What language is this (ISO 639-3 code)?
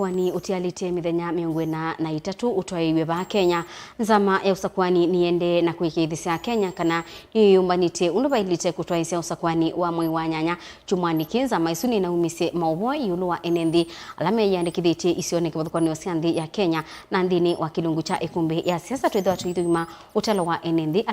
kam